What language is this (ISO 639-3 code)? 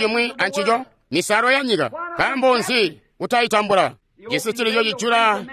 toi